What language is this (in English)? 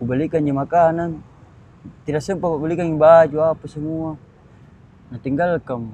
Makassar Malay